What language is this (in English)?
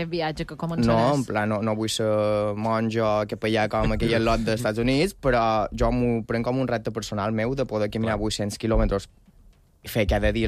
Catalan